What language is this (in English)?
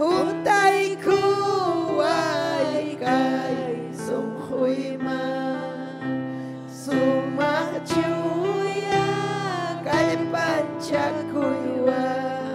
Ayacucho Quechua